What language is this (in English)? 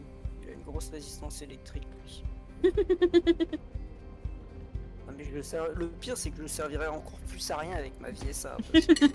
French